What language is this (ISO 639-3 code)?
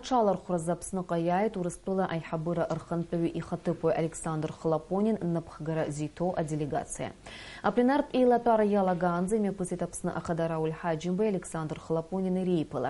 abk